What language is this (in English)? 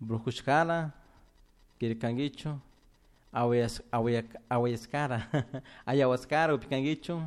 Chimborazo Highland Quichua